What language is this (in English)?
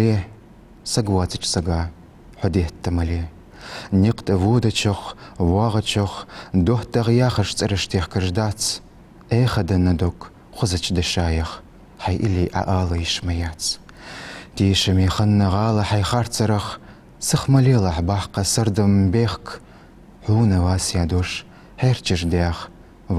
Ingush